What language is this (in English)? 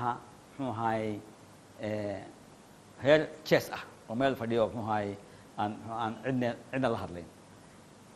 Somali